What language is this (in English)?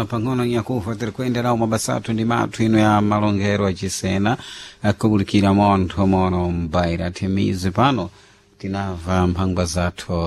Sena